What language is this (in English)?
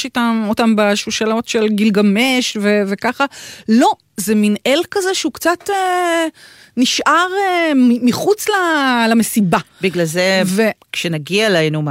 Hebrew